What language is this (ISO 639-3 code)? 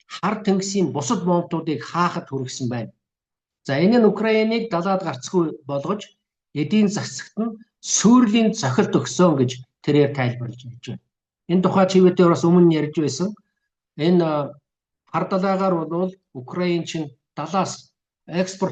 mon